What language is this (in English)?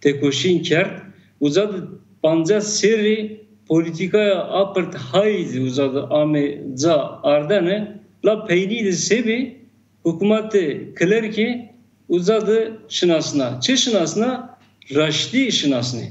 Zaza